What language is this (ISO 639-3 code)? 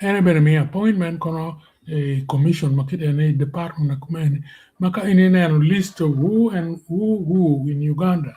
ach